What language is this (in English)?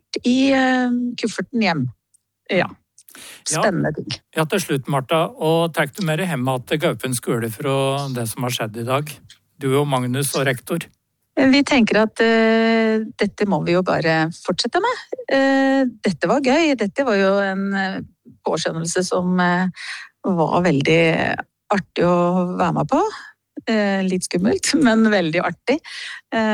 Norwegian